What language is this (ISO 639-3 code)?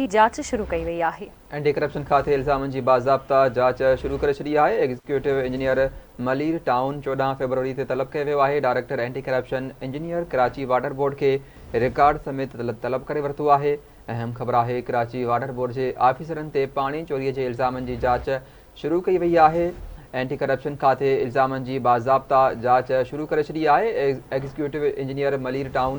snd